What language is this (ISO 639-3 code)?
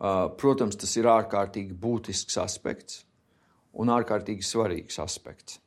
lav